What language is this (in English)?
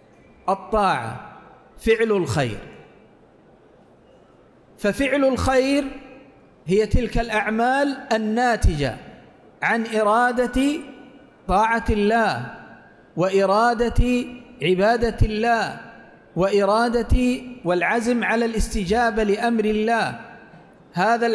Arabic